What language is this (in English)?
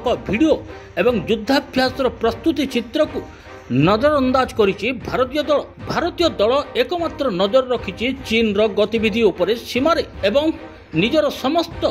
Odia